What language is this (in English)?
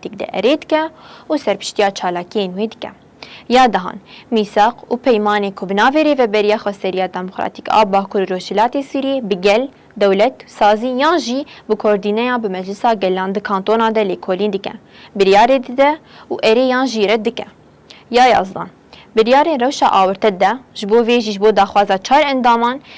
Kurdish